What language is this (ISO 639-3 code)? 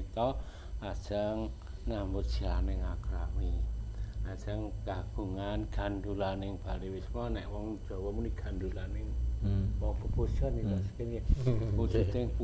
jav